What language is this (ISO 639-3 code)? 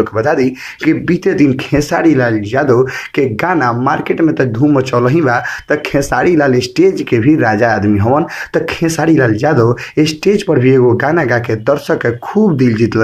bho